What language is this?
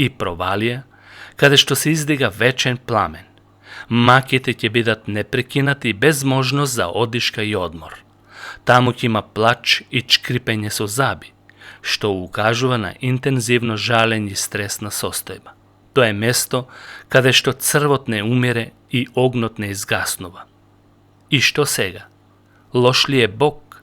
Macedonian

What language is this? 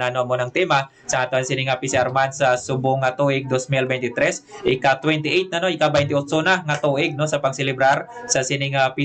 Hiligaynon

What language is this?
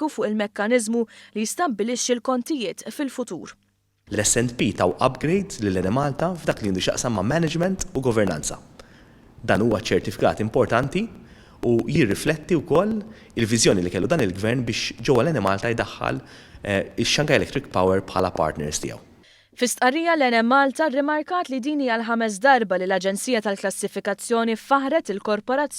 Maltese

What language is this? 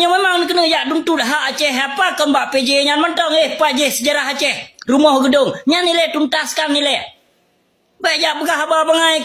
Achinese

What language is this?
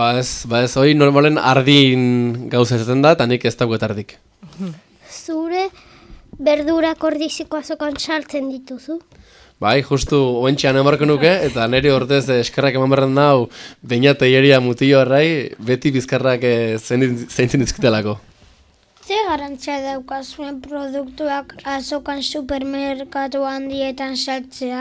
Basque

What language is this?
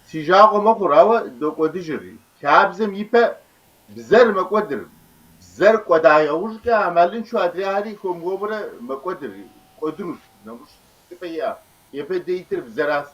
Kabardian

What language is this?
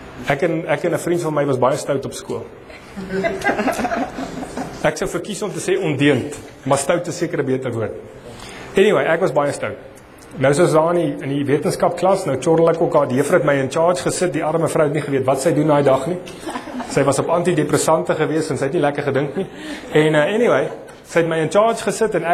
Afrikaans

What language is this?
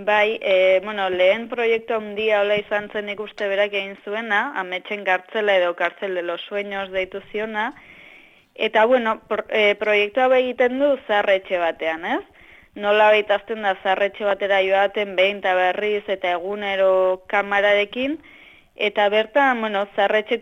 Basque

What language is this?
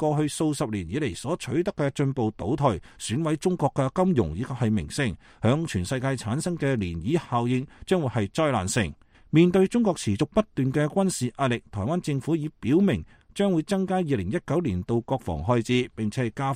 Cantonese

